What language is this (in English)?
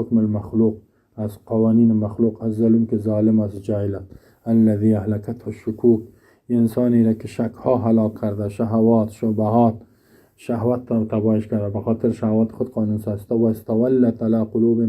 Persian